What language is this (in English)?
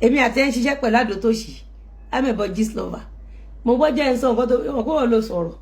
Yoruba